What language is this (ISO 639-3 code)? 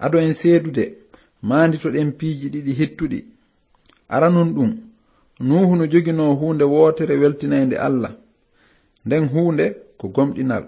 ful